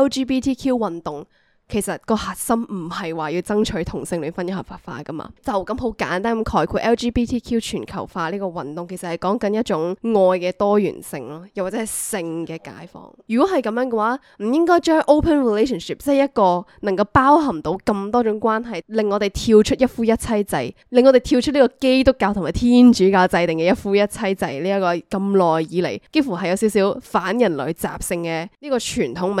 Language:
Cantonese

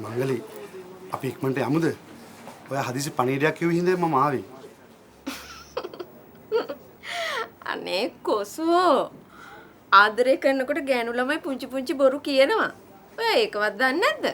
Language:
Sinhala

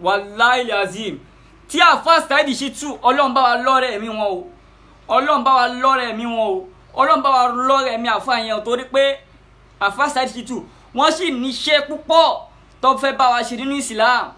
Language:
Yoruba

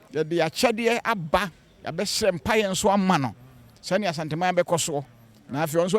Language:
Akan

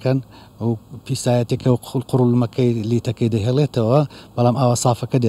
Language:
Central Kurdish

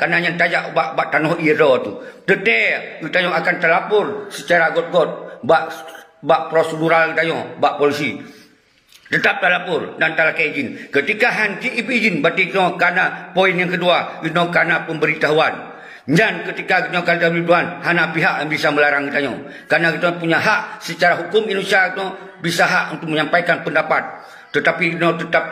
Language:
Achinese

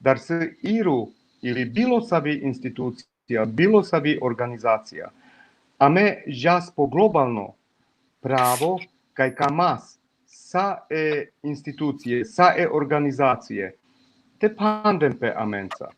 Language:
Balkan Romani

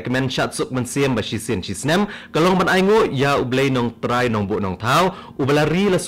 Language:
Khasi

